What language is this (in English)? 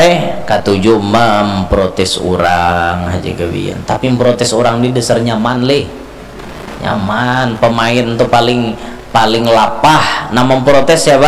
Banjar